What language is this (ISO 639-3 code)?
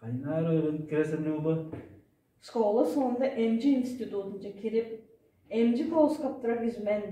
tyv